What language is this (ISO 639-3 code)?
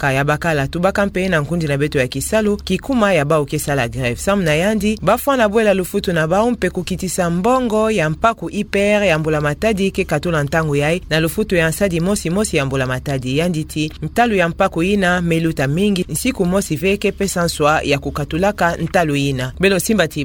ktu